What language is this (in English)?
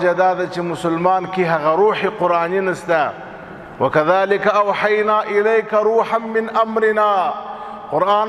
Pashto